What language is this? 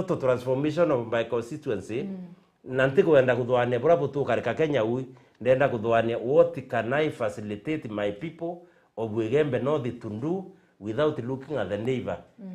Meru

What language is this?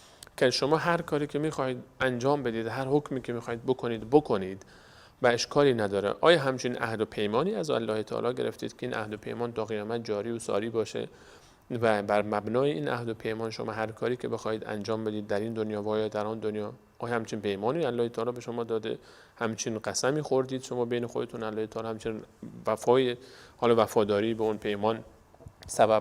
Persian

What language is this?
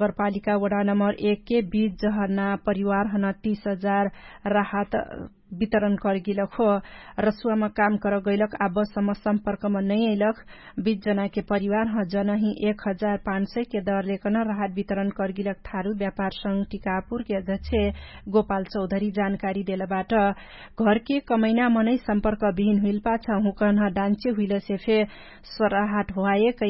Dangaura Tharu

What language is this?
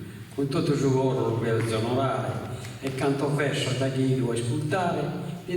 Sardinian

